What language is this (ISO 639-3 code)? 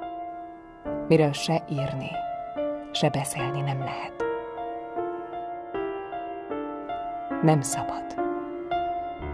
hun